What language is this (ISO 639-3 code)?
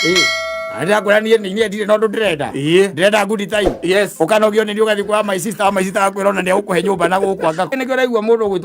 kik